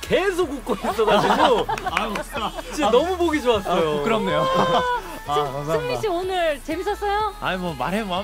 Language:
Korean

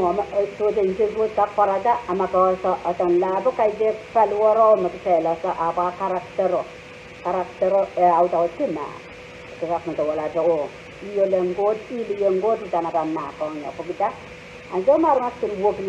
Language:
Pohnpeian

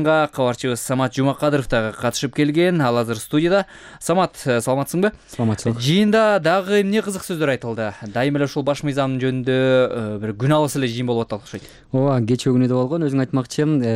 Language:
Kyrgyz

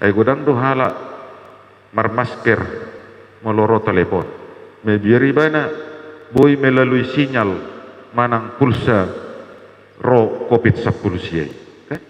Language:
Batak Toba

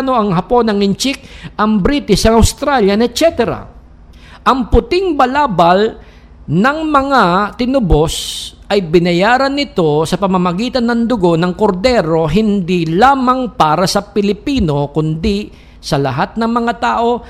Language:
Filipino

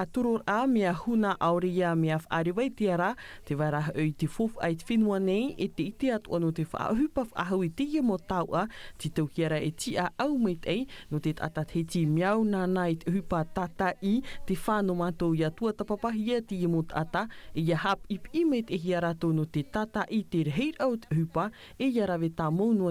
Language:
Tahitian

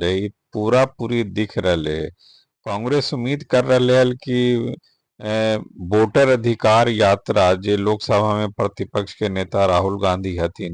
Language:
Magahi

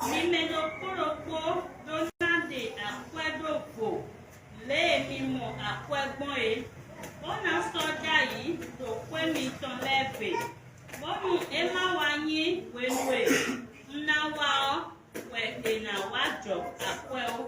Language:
Fon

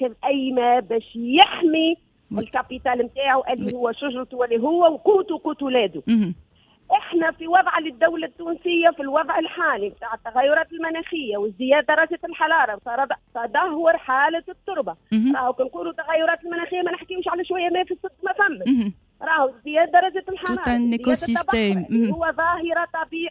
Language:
Tunisian Arabic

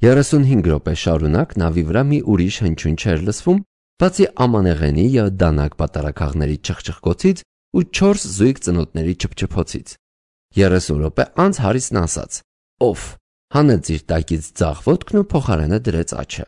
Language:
Armenian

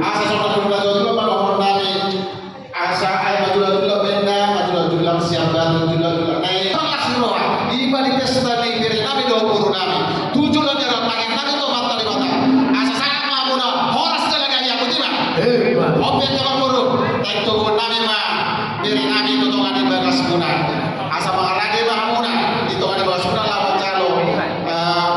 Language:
Batak Toba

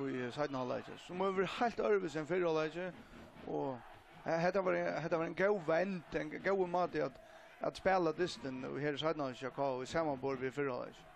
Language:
Faroese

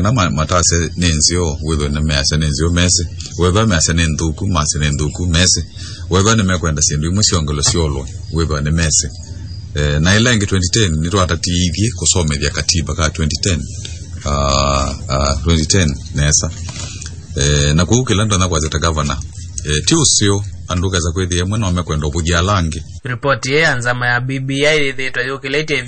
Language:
Kamba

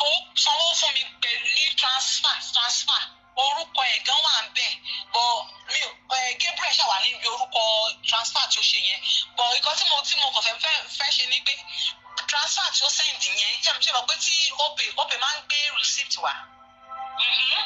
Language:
Yoruba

